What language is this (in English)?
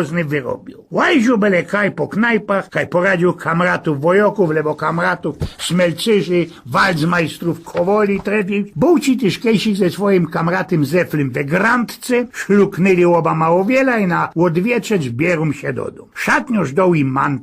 Silesian